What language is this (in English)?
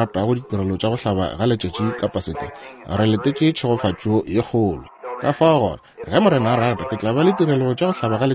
Northern Sotho